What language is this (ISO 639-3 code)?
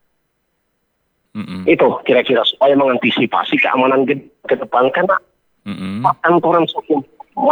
ind